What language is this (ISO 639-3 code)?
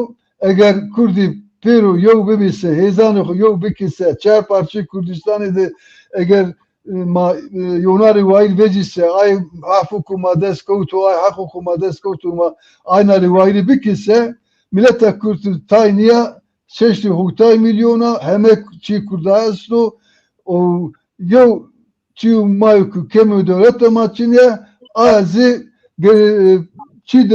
zza